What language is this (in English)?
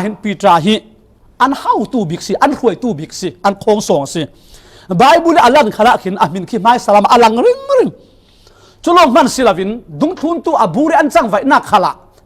Falam Chin